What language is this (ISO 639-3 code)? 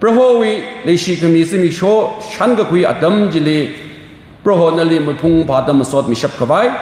nmf